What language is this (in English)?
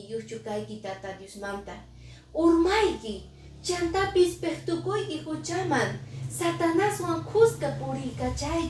Quechua